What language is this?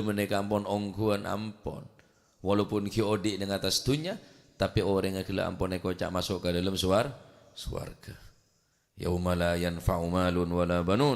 Madurese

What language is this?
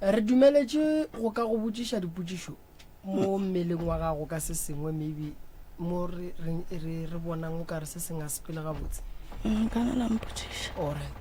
Northern Sotho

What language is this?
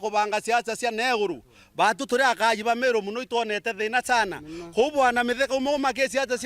Meru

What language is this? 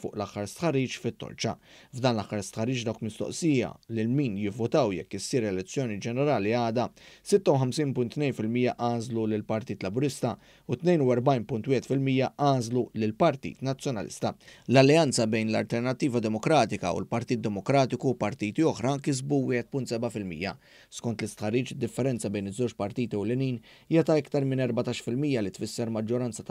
Maltese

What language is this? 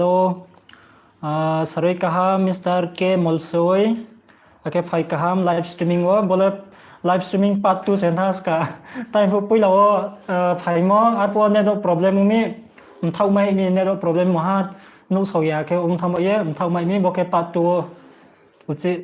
Riang (India)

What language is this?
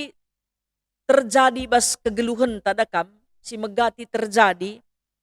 Batak Karo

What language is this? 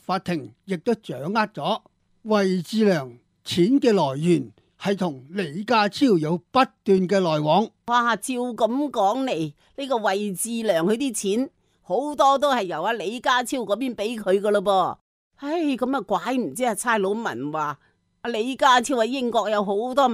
Cantonese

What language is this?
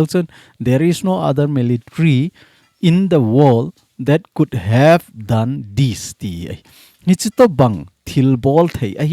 Thado Chin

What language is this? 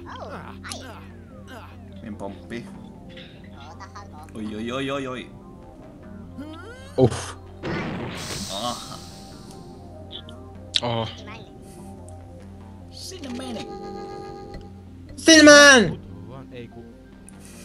Finnish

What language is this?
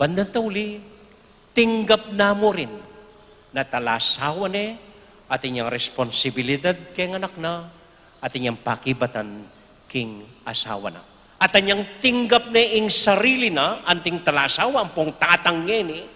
Pampanga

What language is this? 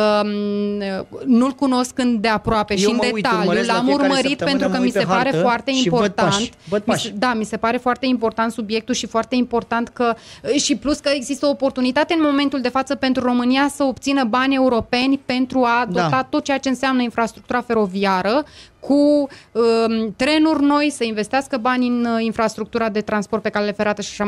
Romanian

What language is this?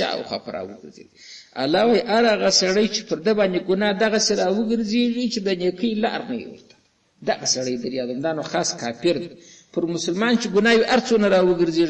Pashto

